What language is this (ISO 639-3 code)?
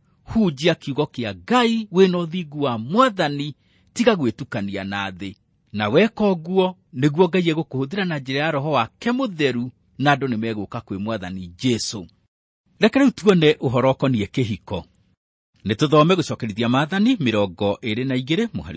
kik